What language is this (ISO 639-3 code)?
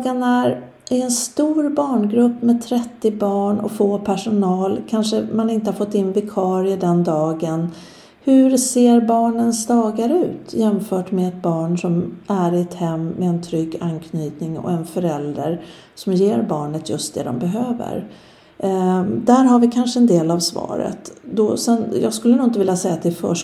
swe